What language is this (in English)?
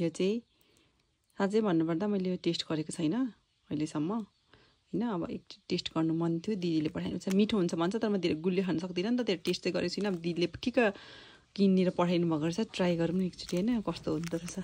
Nepali